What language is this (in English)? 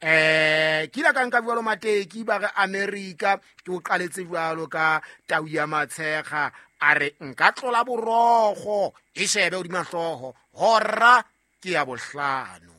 Southern Sotho